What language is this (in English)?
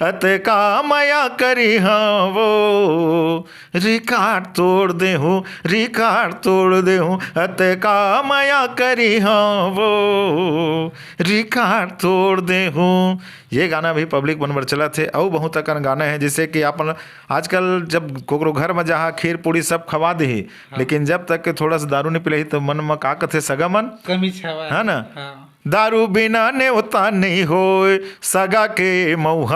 Chhattisgarhi